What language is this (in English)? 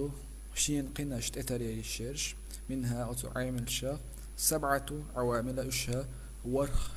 Chechen